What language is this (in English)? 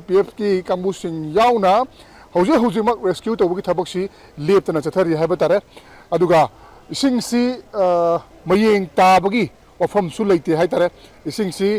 Manipuri